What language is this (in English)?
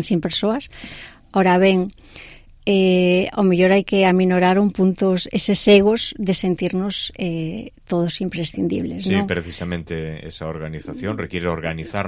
Galician